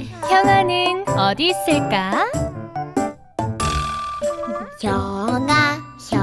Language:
Korean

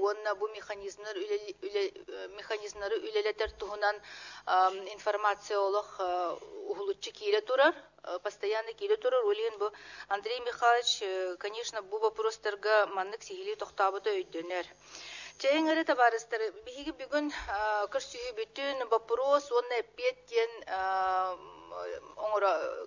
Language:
Yakut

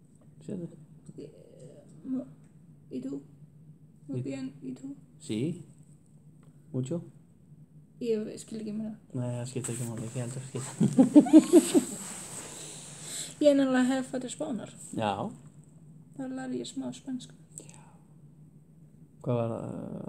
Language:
Icelandic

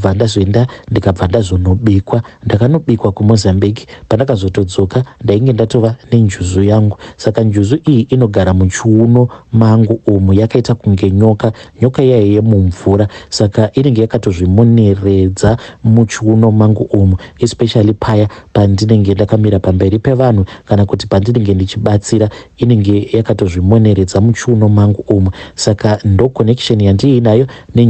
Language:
Shona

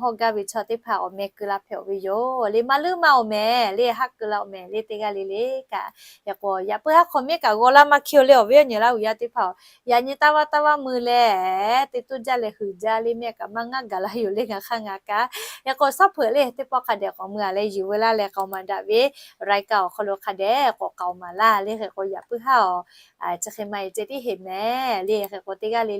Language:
Lahu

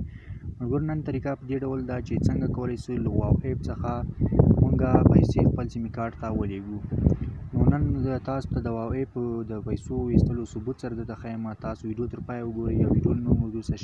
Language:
Pashto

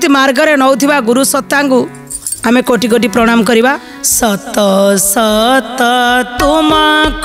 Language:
Odia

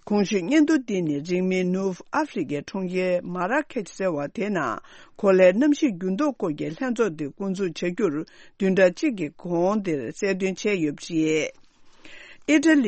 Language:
Tibetan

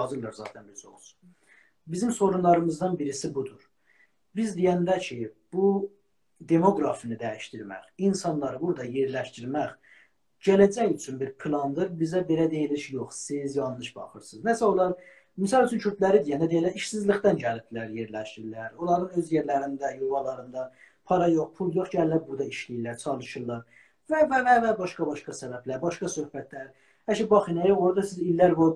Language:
South Azerbaijani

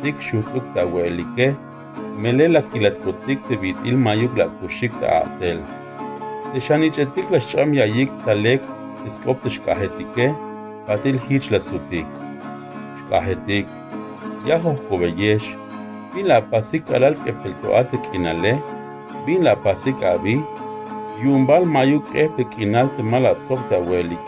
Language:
Tzeltal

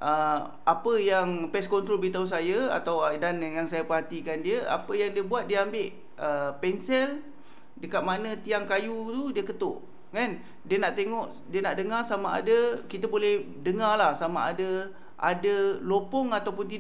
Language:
Malay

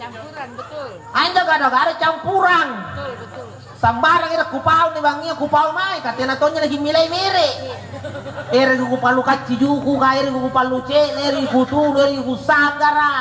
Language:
Makasar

